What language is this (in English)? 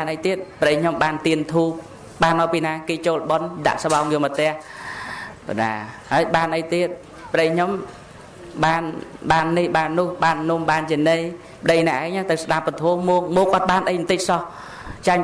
Khmer